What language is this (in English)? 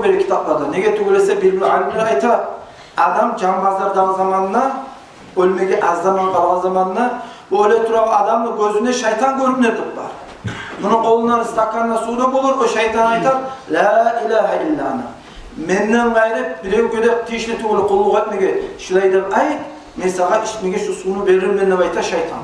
Kumyk